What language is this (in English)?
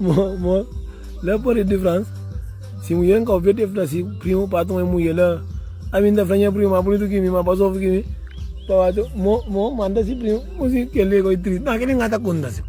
Kabuverdianu